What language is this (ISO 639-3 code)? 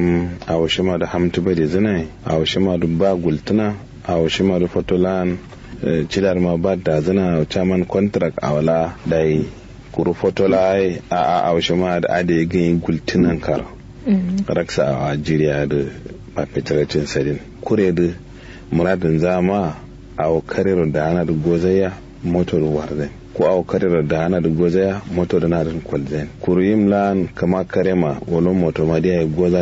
kau